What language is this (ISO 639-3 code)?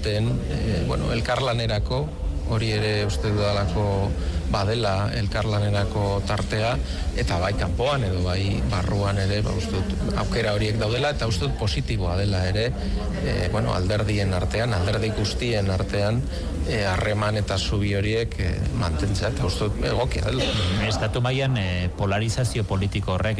eus